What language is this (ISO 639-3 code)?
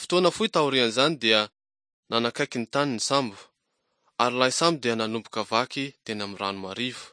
mlg